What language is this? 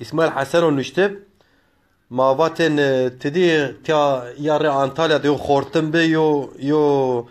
Zaza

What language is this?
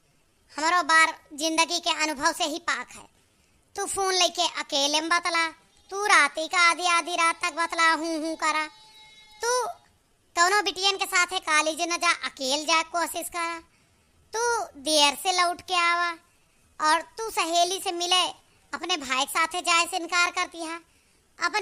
Awadhi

